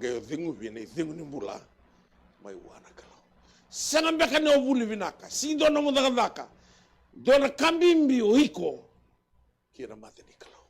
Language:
Fijian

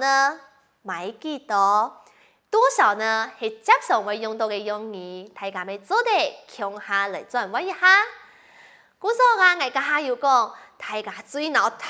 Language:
Hakka Chinese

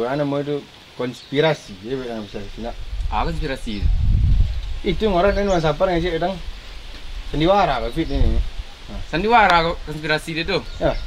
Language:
Minangkabau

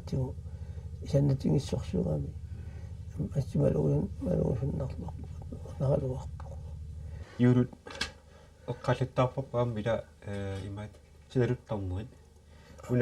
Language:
Kalaallisut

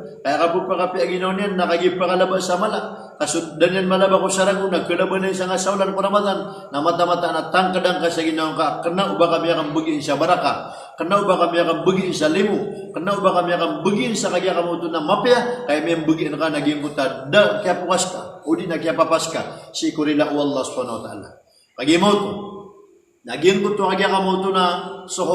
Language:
Maranao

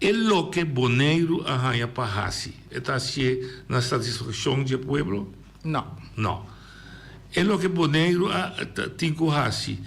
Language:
Papiamento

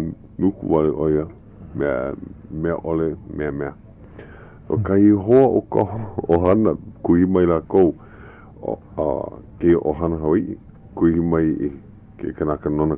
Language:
Hawaiian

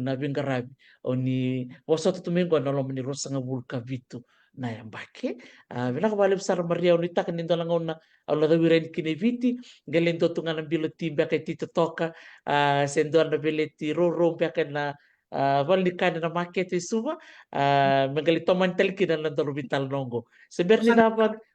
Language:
Fijian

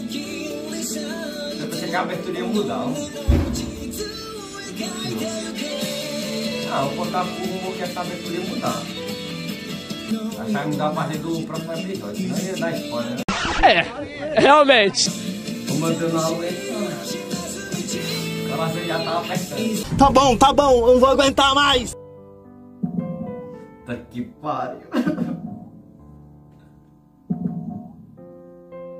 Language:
Portuguese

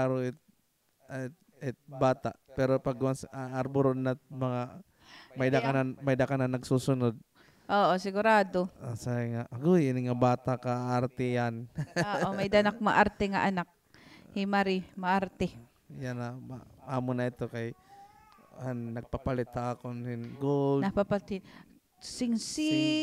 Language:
Waray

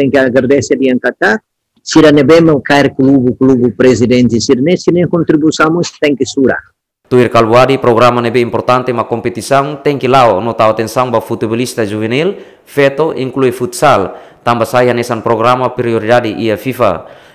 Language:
Tetum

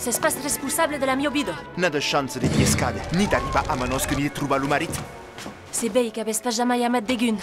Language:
Occitan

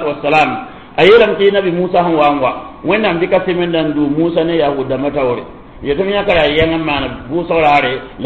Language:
Mossi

